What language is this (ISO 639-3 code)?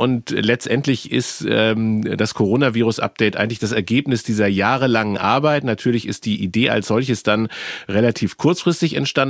deu